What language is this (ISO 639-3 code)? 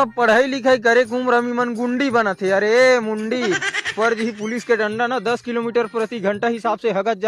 hne